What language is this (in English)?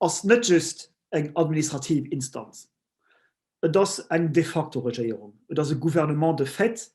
Luxembourgish